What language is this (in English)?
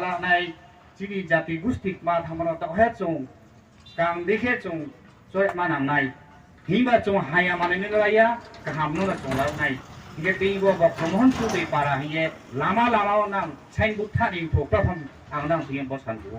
Riang (India)